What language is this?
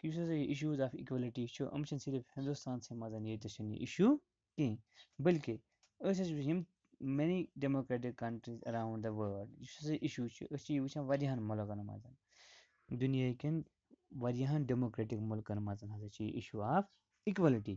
Kashmiri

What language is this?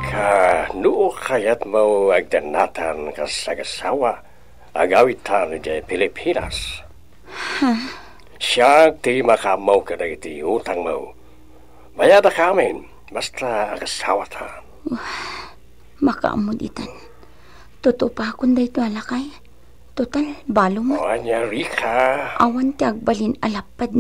Iloko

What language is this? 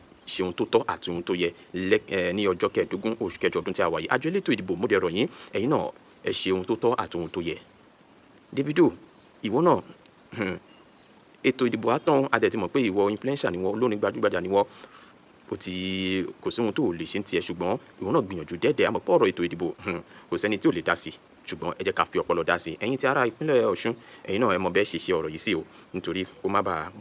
Yoruba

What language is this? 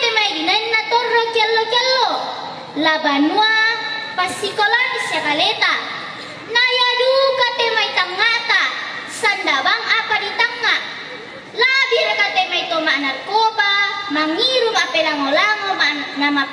Toraja-Sa'dan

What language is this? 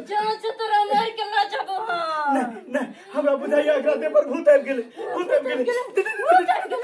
Maithili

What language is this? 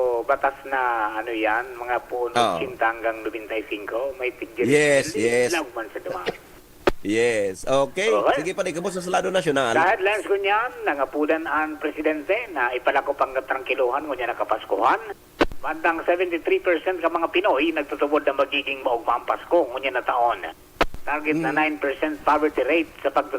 Bikol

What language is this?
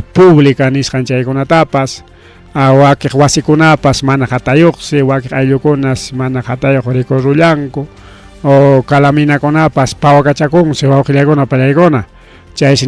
Ayacucho Quechua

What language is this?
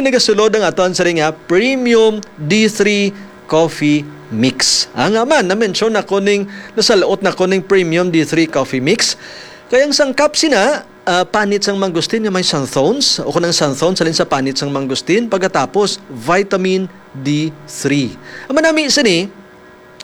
Hiligaynon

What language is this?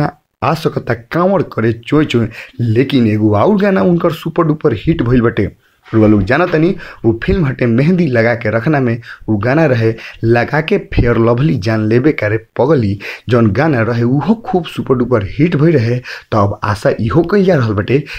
Bhojpuri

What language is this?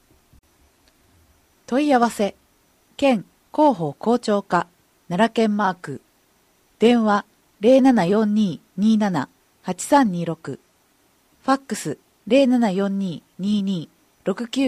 Japanese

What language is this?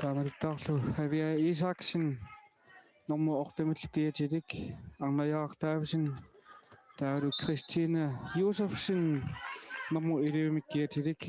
Kalaallisut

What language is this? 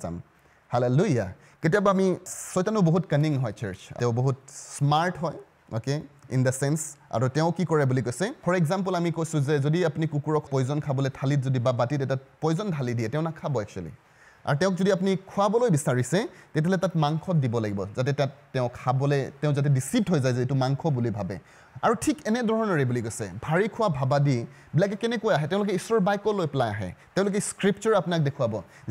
Assamese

